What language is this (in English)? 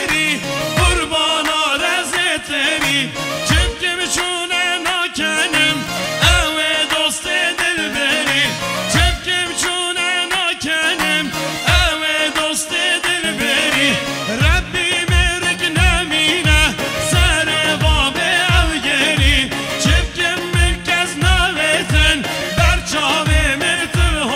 Kurdish